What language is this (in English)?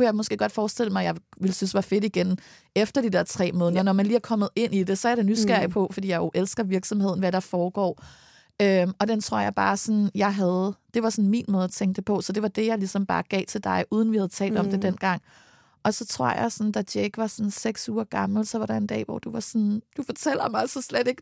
Danish